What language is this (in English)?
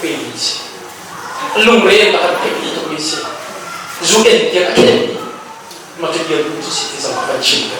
Hakha Chin